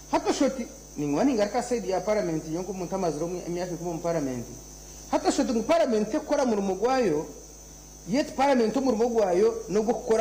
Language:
Nyankole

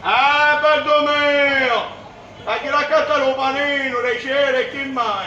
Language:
Sicilian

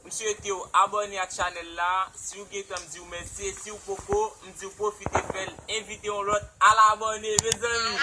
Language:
Haitian Creole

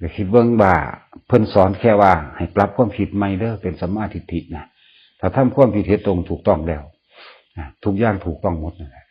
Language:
Northeastern Thai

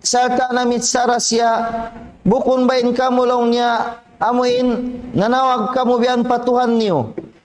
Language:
Tausug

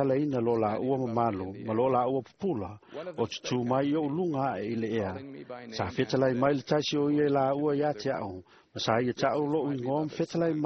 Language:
Samoan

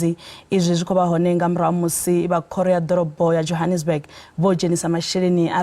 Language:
Venda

